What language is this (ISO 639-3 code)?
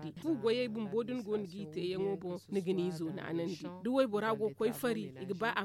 dje